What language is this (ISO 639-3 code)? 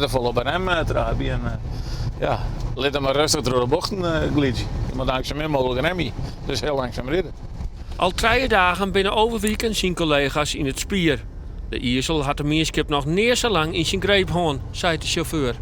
fry